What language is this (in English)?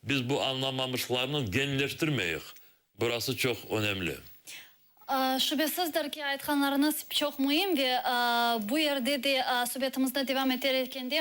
Crimean Tatar